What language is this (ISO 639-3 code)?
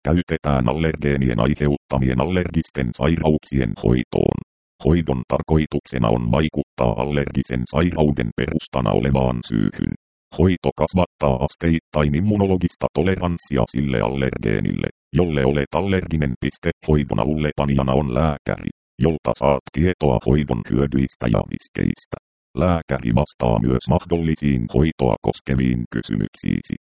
fin